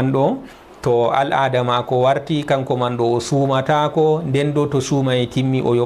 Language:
Fula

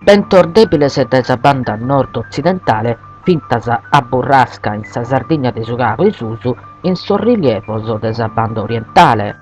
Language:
Sardinian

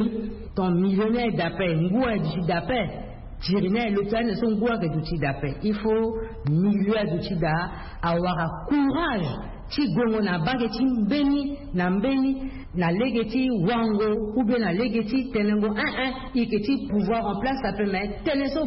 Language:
Sango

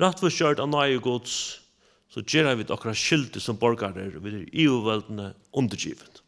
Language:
Faroese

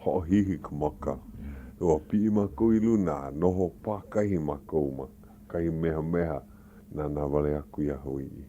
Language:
Hawaiian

